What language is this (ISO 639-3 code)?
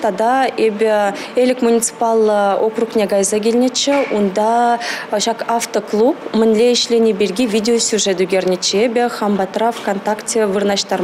chv